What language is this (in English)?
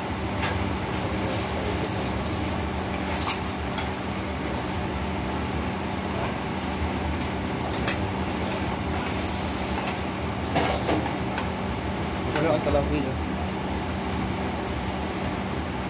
Filipino